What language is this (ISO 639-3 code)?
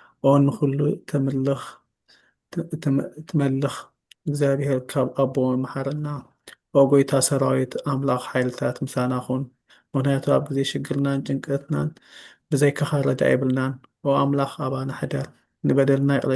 tir